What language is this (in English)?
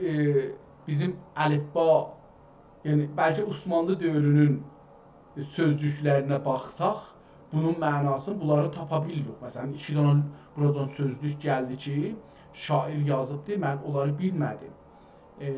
South Azerbaijani